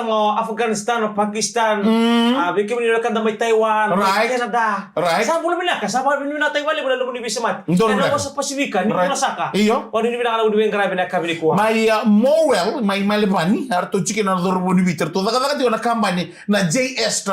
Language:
Fijian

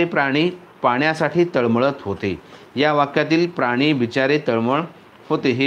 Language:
Marathi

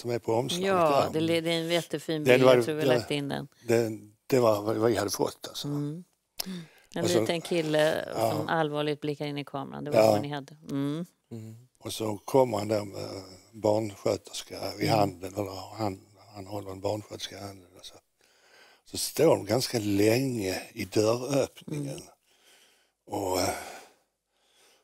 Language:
Swedish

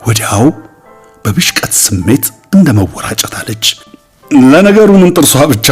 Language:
Amharic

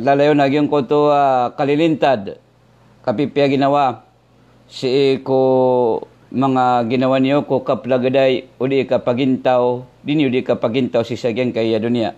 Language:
Maranao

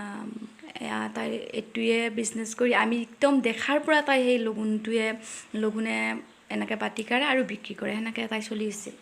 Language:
Assamese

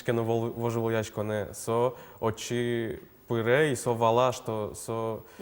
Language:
Udmurt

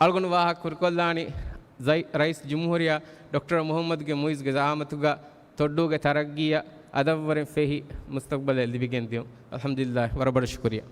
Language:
Divehi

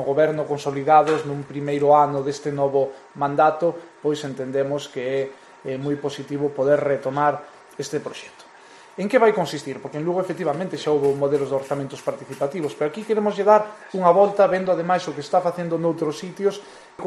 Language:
Galician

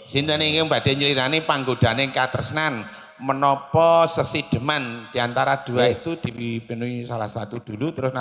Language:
Javanese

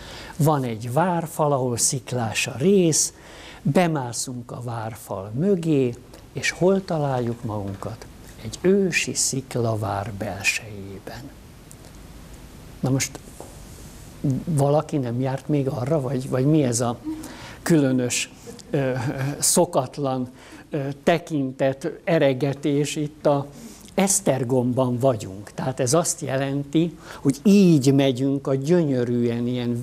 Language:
Hungarian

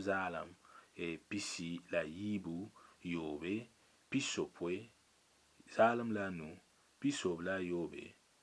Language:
Mossi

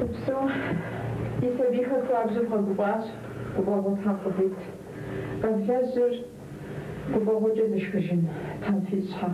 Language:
Kabardian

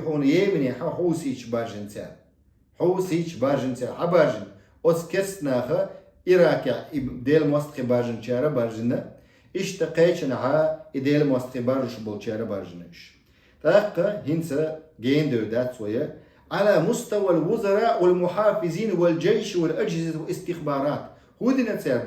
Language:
Chechen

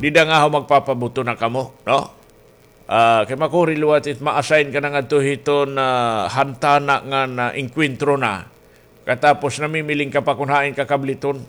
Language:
Waray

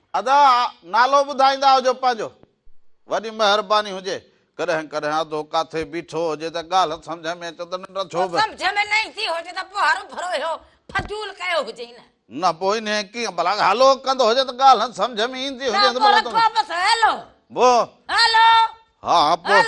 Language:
Sindhi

